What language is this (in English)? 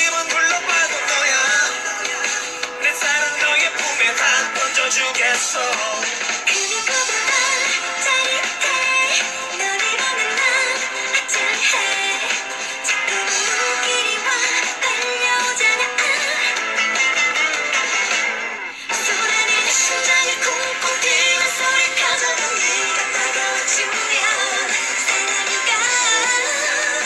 Korean